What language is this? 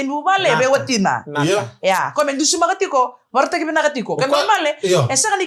Fijian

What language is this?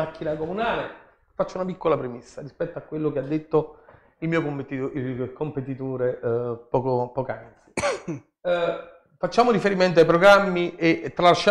Italian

